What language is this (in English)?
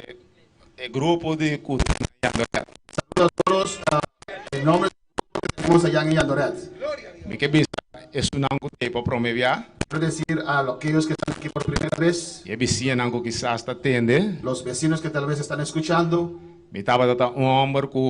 Papiamento